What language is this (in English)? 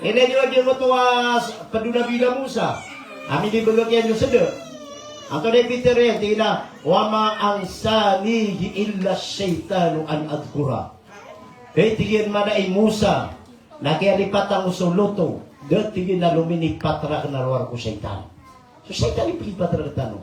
Maranao